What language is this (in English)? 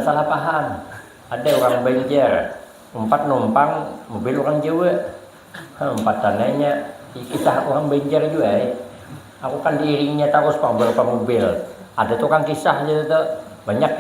Banjar